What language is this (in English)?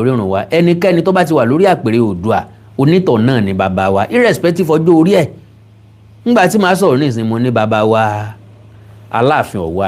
Yoruba